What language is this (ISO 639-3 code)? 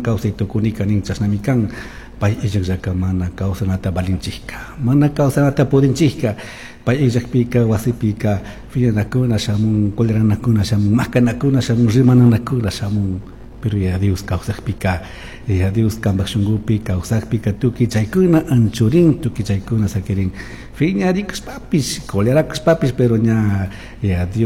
qug